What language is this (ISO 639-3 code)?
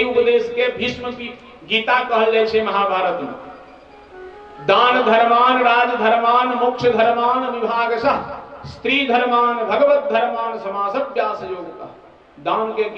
mai